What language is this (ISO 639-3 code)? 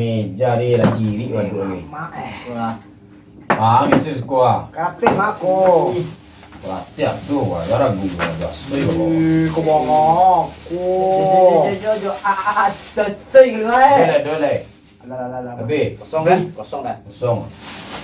min